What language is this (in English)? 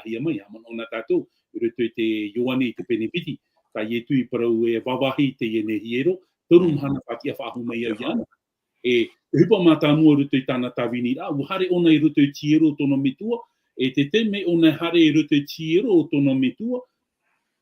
Tahitian